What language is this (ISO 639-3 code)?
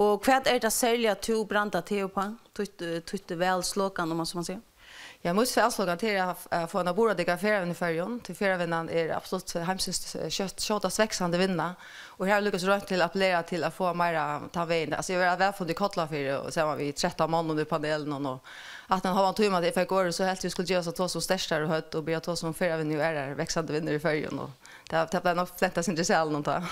fao